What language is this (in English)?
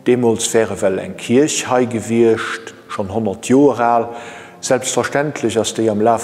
Luxembourgish